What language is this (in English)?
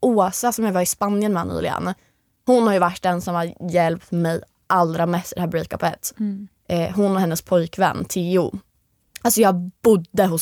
Swedish